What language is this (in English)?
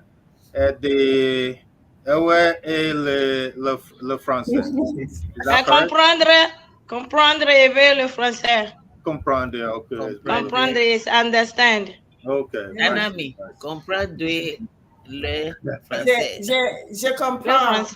Ewe